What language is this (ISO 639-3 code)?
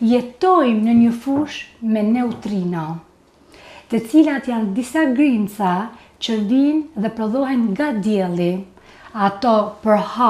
sqi